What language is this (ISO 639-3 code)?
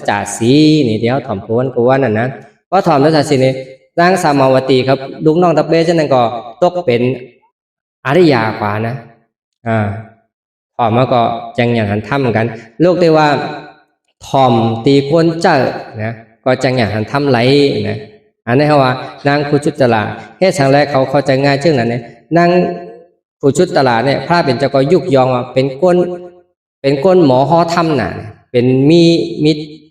shn